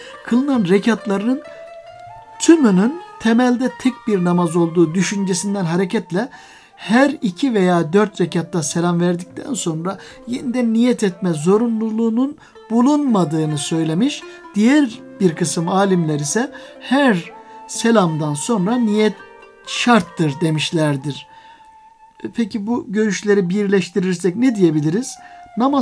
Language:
Turkish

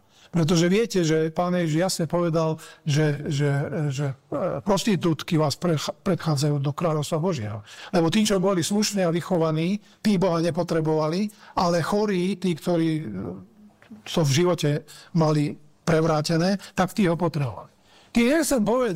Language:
Slovak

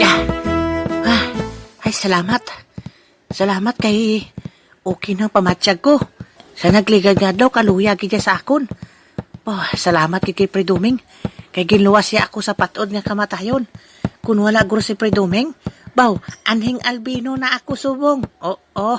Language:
Hiligaynon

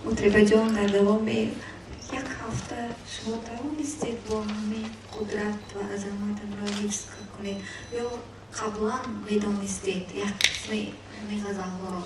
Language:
Tajik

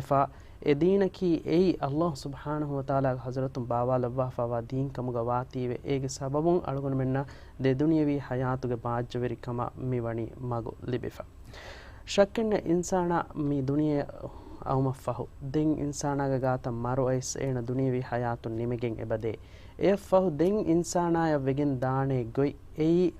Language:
Divehi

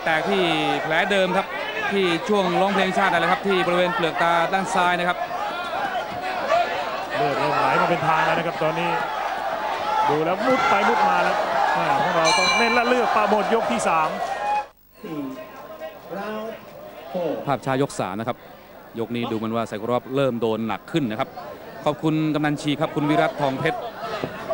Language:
Thai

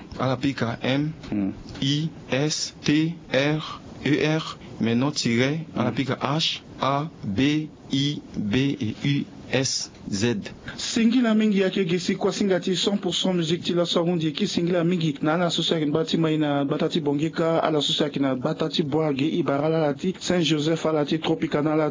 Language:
Sango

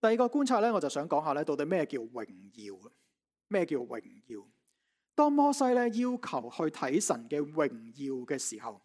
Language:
Cantonese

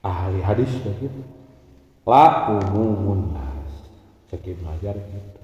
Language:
Sundanese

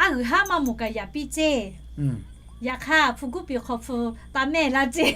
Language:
Lahu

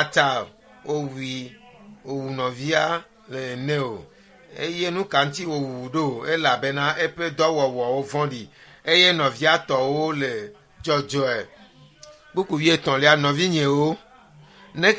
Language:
Ewe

